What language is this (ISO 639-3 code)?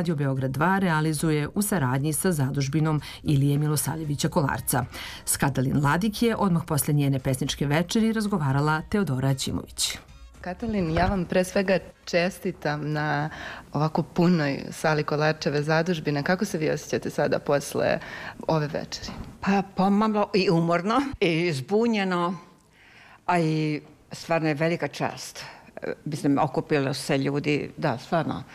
srp